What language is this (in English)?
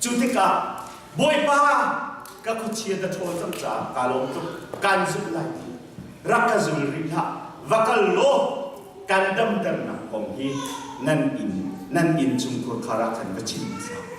Hakha Chin